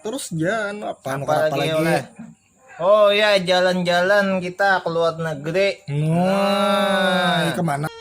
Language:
Banjar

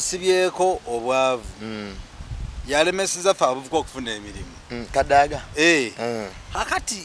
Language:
Ganda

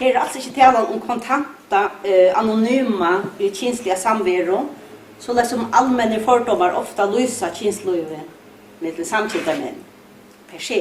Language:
Faroese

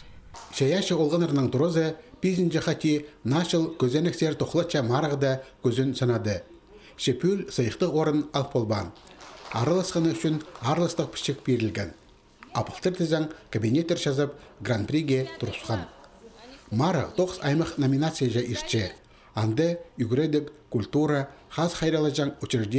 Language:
Khakas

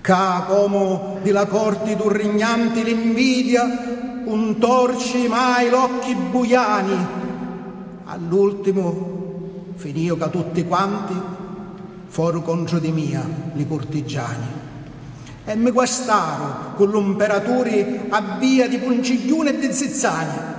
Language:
Sicilian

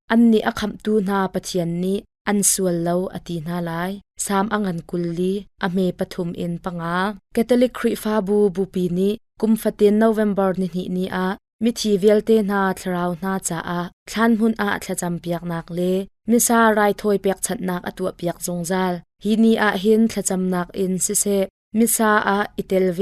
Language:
Hakha Chin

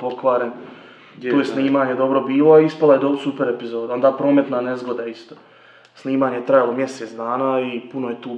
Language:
Croatian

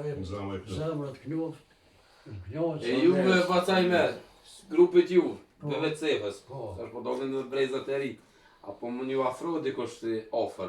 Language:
Albanian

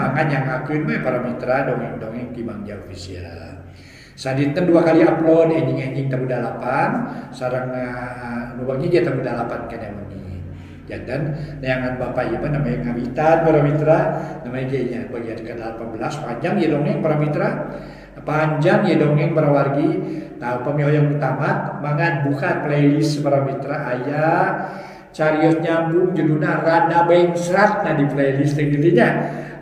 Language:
Sundanese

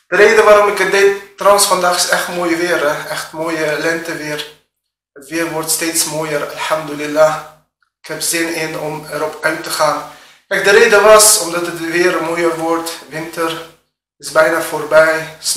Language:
Dutch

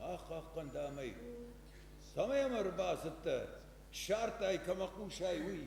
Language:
Ossetic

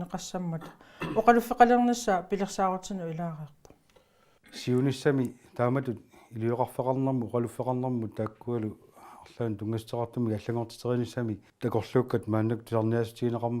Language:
Kalaallisut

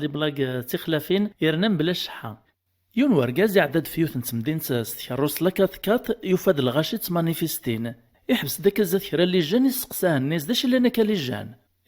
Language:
Kabyle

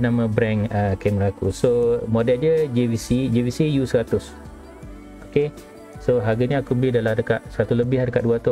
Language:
Malay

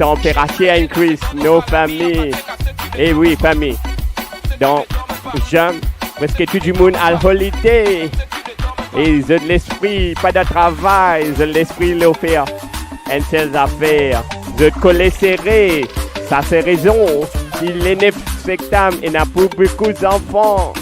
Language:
Morisyen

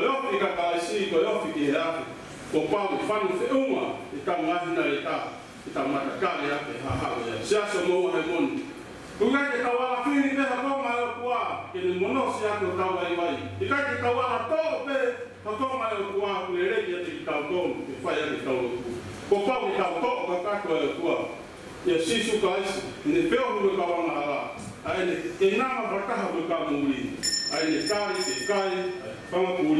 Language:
Tongan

